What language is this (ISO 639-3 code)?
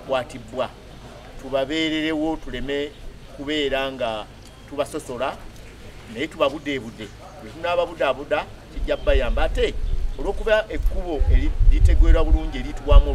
lug